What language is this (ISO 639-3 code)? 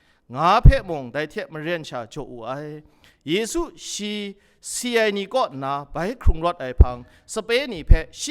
kac